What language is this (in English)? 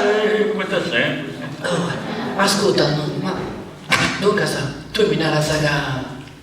Sardinian